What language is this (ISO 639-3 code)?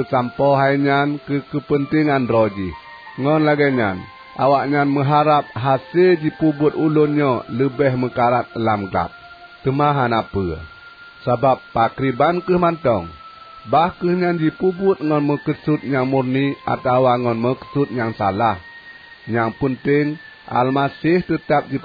ace